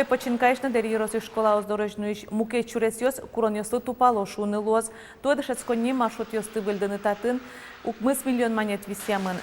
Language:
Udmurt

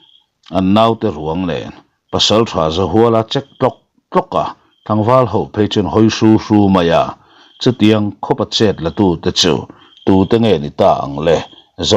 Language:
Mizo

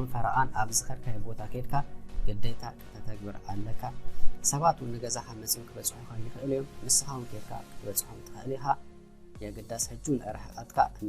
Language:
Tigrinya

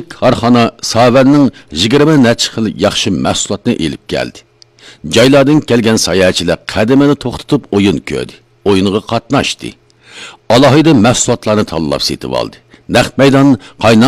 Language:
Uyghur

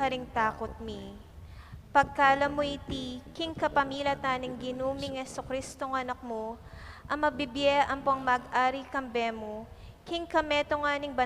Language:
Pampanga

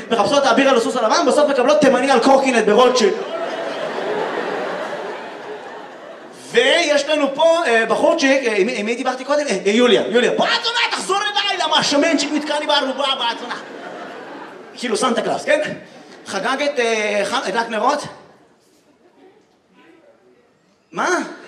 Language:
Hebrew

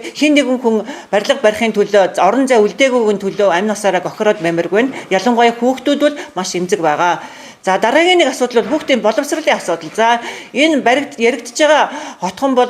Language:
Mongolian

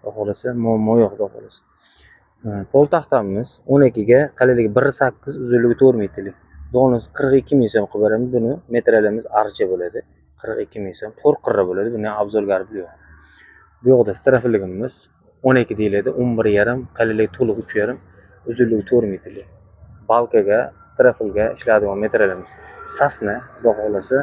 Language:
Uzbek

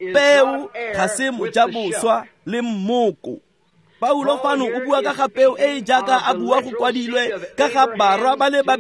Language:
Tswana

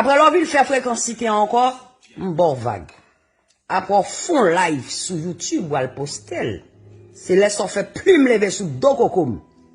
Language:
Haitian Creole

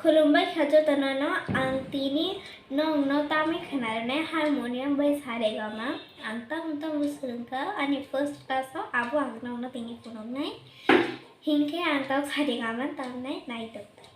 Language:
Kok Borok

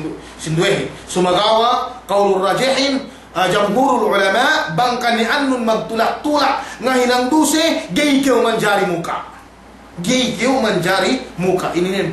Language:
Yakan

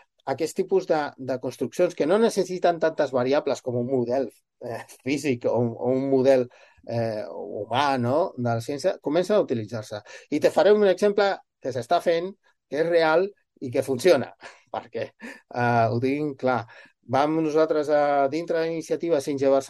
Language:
Catalan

